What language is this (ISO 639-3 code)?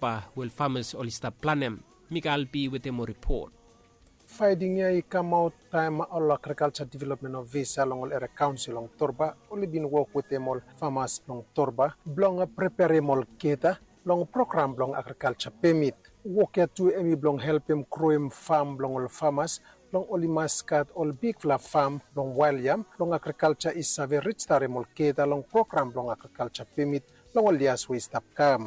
bis